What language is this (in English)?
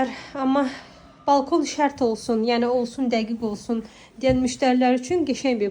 Azerbaijani